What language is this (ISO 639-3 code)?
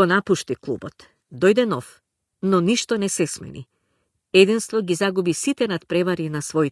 mkd